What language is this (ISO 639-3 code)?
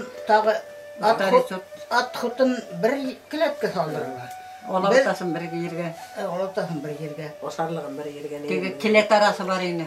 bak